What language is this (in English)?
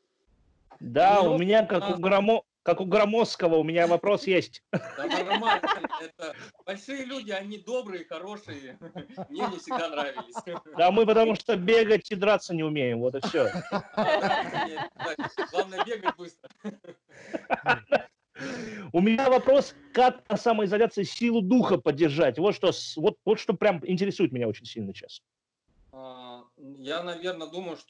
Russian